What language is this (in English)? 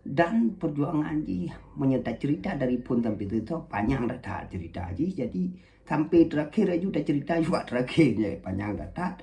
Achinese